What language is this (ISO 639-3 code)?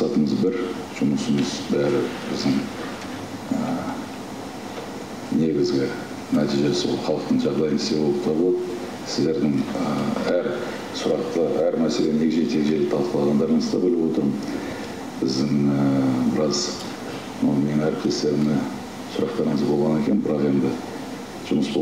kaz